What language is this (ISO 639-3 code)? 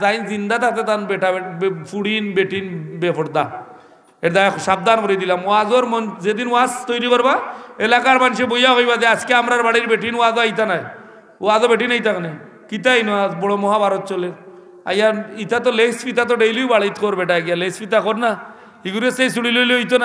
syl